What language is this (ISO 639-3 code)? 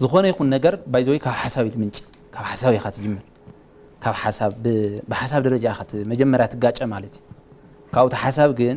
tir